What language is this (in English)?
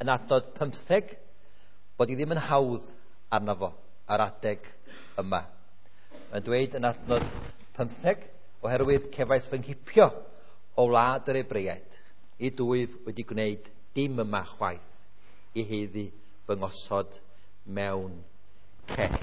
Welsh